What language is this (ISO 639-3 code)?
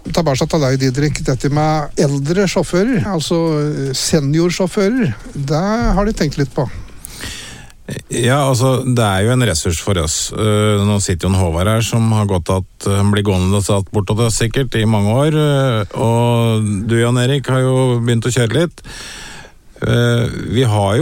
nor